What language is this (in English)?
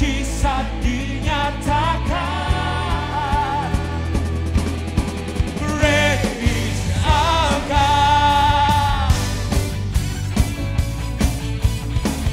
Indonesian